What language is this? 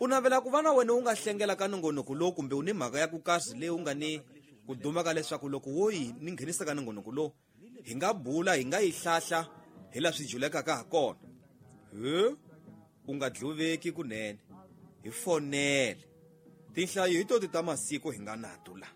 Tsonga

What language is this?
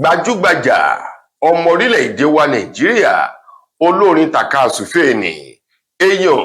Yoruba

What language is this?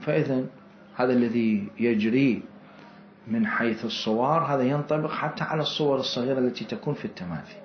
Mesopotamian Arabic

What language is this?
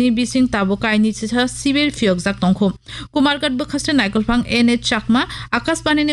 Kok Borok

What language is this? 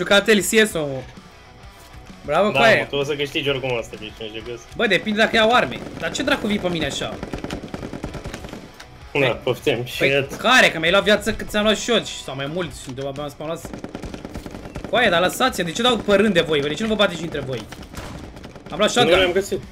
Romanian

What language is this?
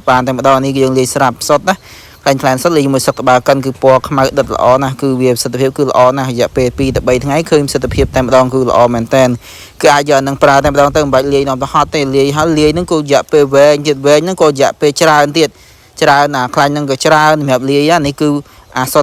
Khmer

